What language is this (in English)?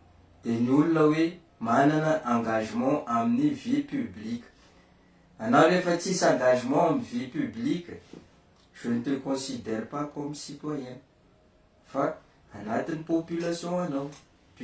Malagasy